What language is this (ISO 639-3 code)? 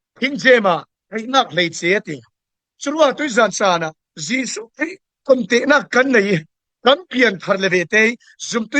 cfm